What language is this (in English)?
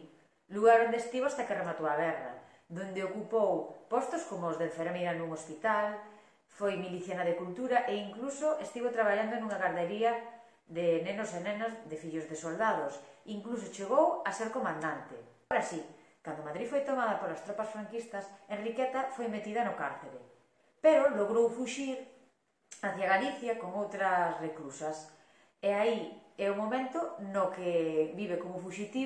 Galician